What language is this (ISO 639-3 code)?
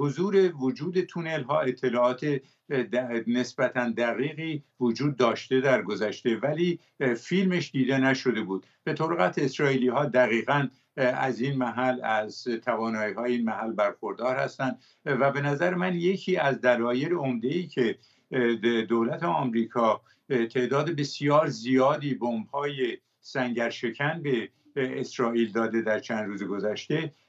fas